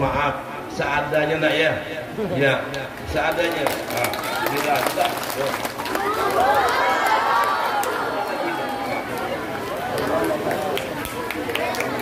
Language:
Indonesian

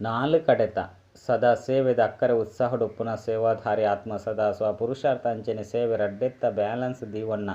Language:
Tulu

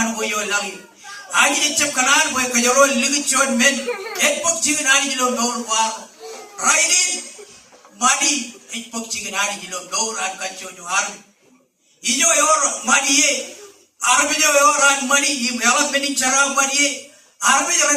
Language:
Marshallese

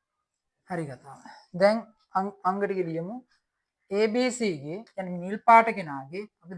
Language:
Sinhala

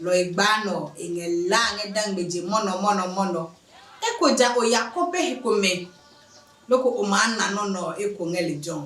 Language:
Adangme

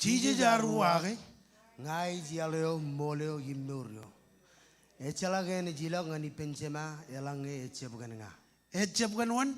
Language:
Marshallese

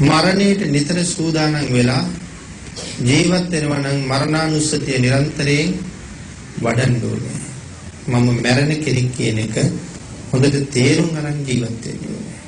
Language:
Sinhala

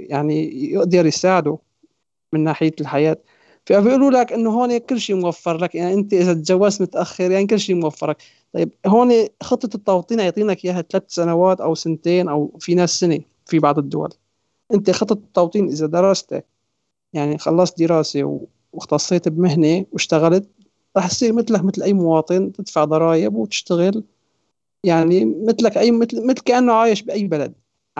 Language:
North Levantine Arabic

